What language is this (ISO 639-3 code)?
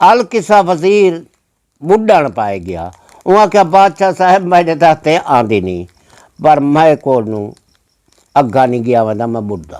skr